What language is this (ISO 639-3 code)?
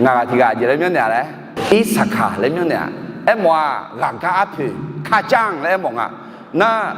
ahk